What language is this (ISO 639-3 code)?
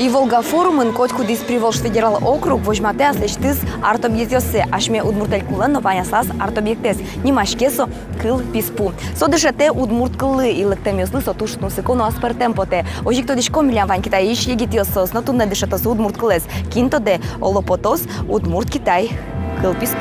udm